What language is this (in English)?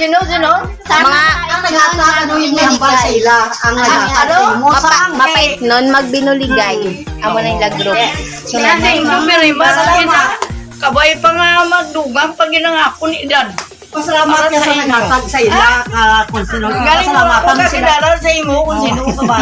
Hiligaynon